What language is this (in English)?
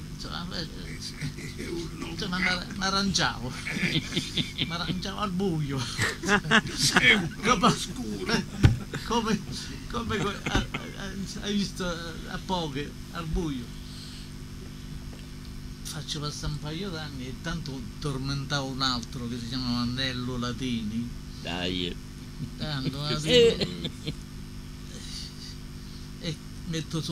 Italian